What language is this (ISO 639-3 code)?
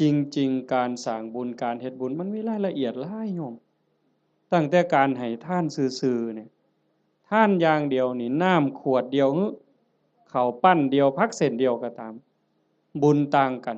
tts